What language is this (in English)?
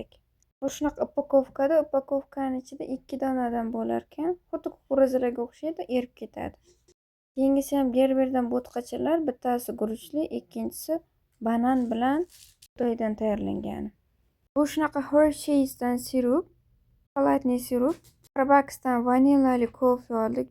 Uzbek